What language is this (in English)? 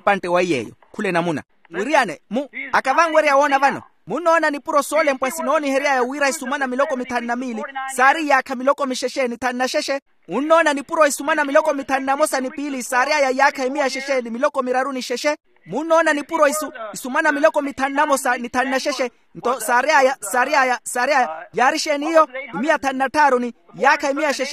Makhuwa